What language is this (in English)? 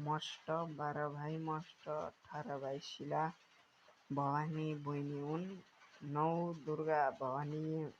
Nepali